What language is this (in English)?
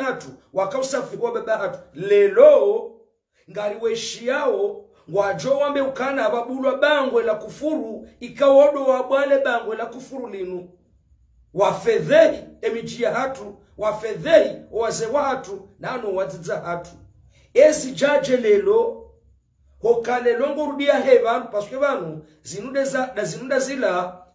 Ngazidja Comorian